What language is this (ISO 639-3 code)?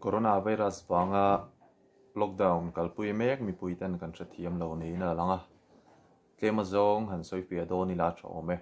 lus